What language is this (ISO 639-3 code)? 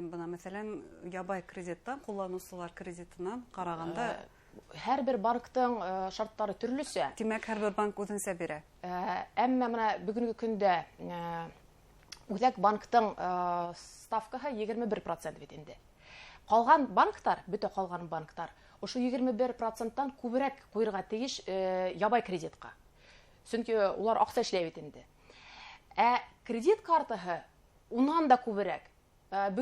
bak